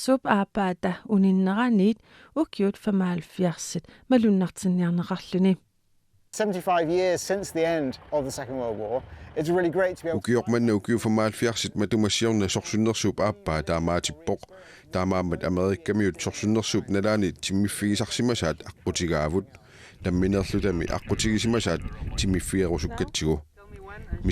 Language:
Kalaallisut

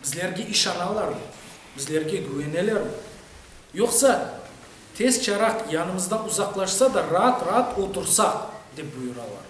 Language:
Crimean Tatar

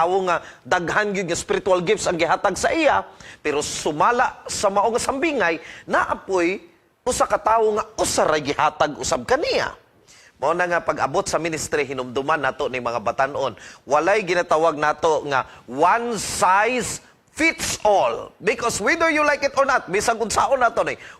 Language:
Cebuano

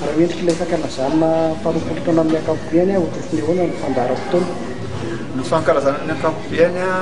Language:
Malagasy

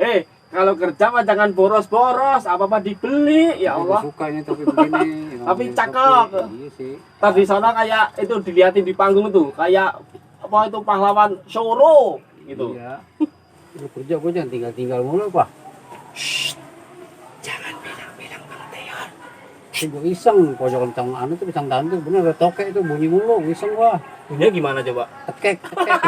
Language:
Betawi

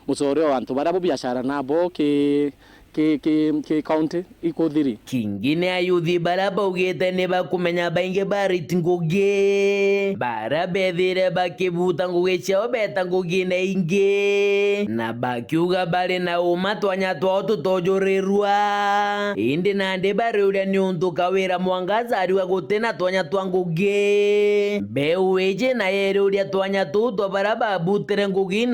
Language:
Meru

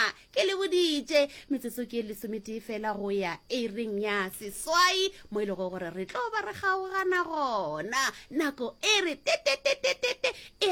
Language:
Northern Sotho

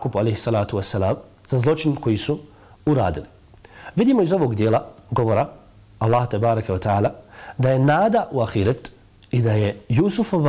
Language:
Bosnian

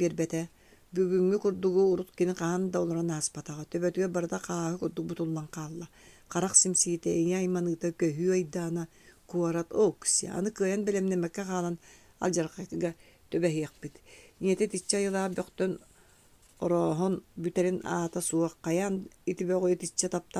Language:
Yakut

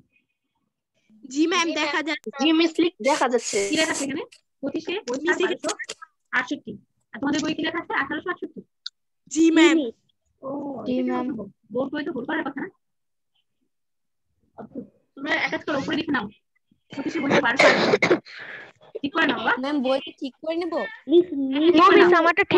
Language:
Bangla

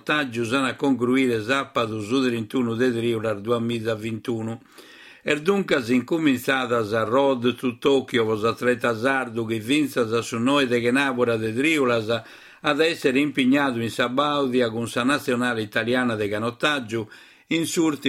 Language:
Sardinian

